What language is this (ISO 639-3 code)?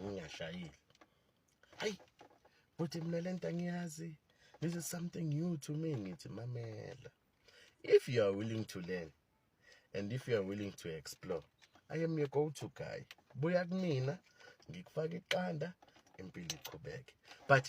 zul